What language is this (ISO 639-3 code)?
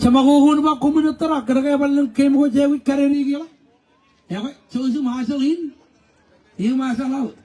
mah